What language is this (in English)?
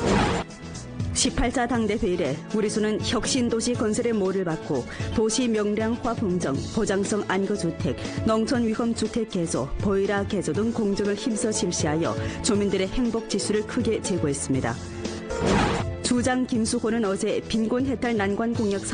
Korean